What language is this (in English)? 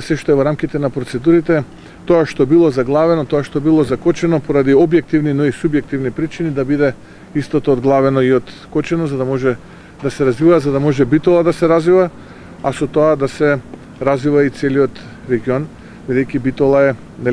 Macedonian